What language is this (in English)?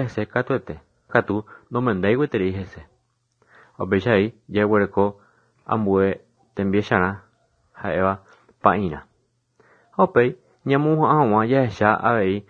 Guarani